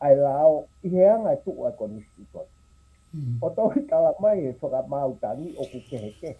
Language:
Tongan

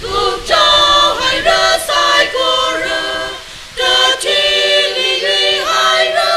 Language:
Tangkhul Naga (India)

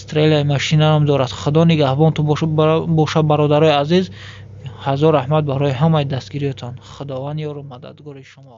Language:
Tajik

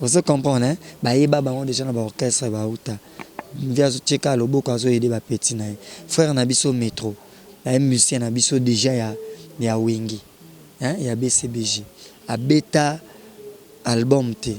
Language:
Lingala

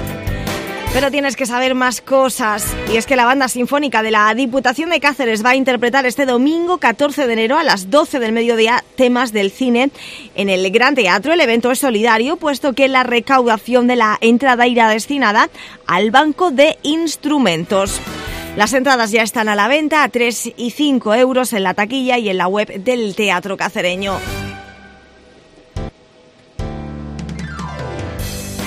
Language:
Spanish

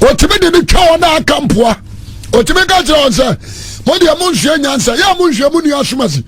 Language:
Akan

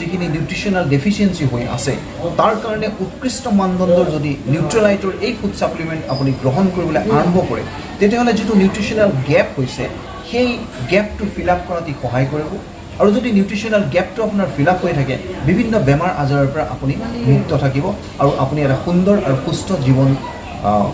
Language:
Assamese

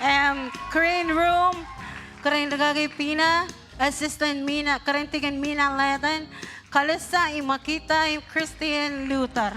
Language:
Marshallese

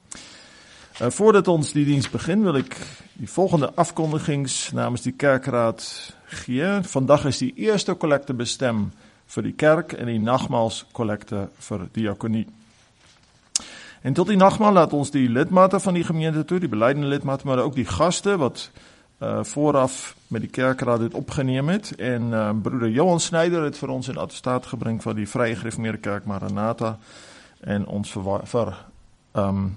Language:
Afrikaans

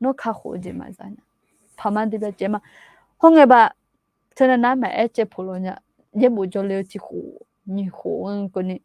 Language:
Akha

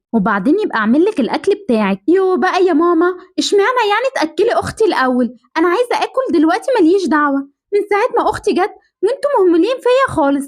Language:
Egyptian Arabic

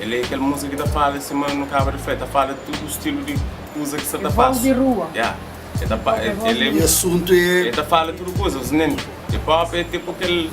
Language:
Kabuverdianu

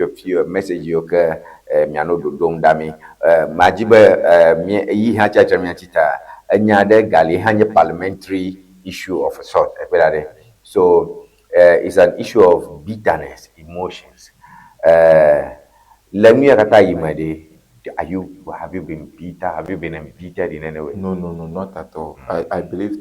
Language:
Ewe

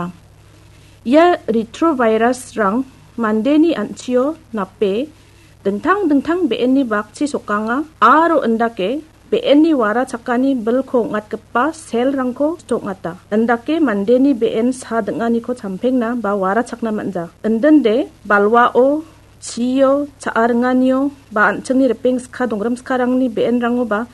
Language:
Garo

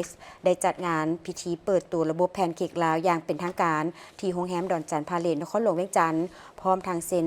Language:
Lao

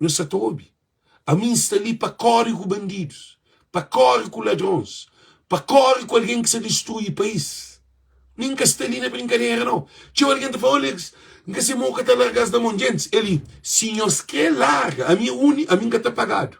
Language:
Kabuverdianu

